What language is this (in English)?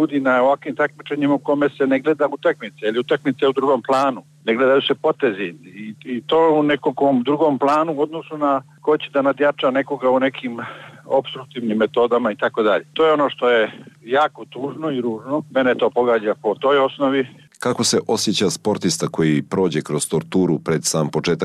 Bosnian